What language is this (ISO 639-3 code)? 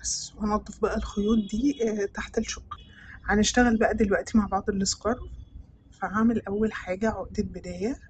arz